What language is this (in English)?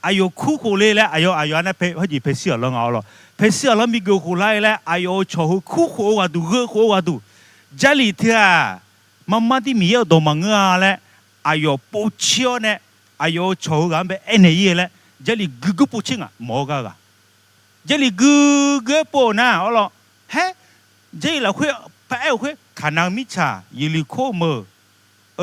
Akha